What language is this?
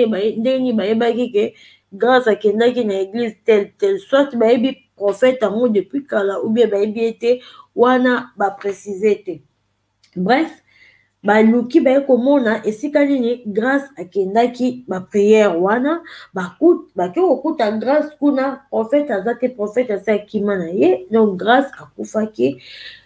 Lingala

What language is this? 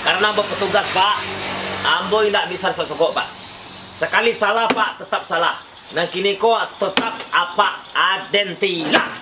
Minangkabau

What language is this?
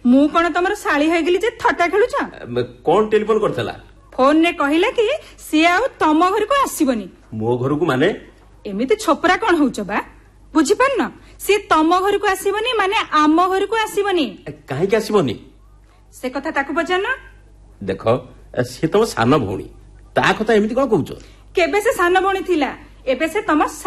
Odia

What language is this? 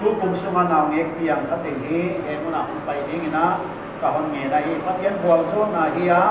Paite Chin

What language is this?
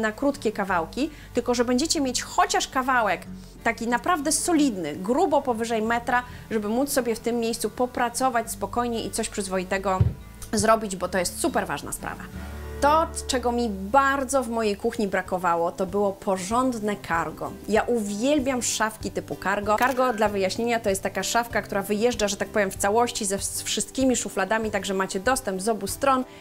Polish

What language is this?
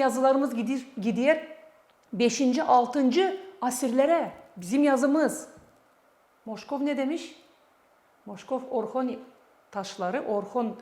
Gagauz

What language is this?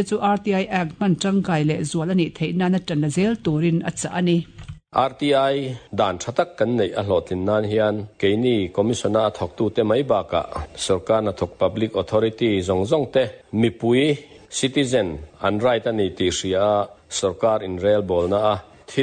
Mizo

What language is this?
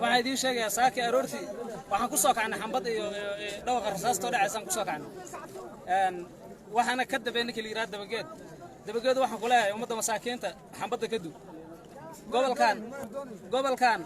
Somali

